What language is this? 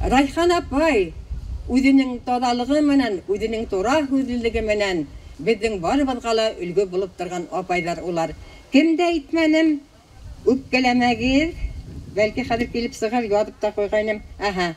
Bashkir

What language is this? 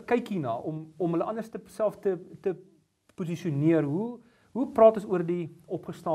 Afrikaans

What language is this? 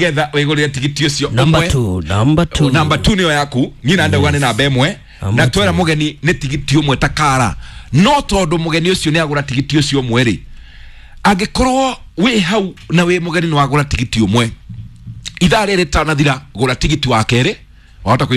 Kikuyu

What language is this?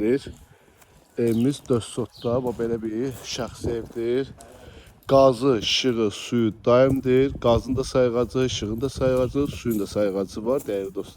Azerbaijani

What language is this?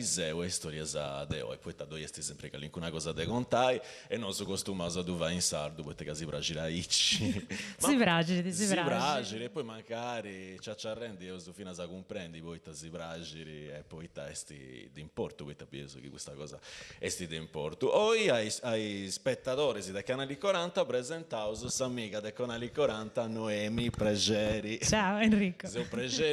Sardinian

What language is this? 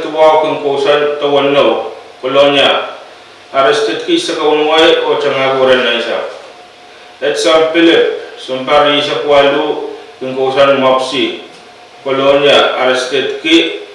Pohnpeian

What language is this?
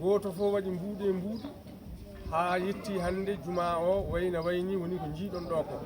Fula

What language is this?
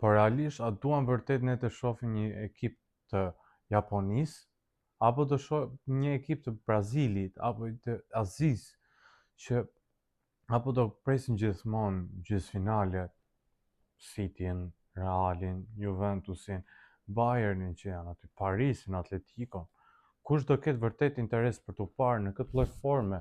Albanian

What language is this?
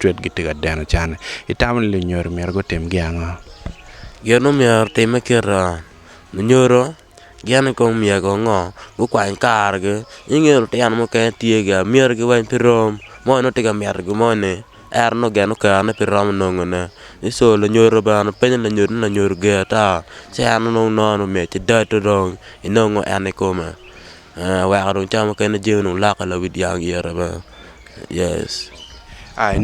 Acoli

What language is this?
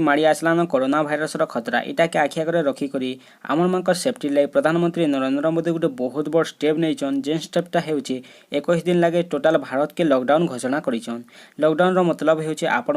Sambalpuri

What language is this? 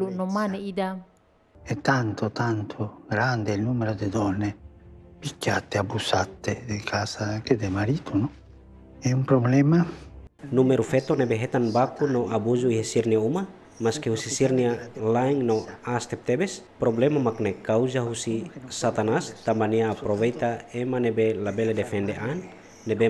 Tetum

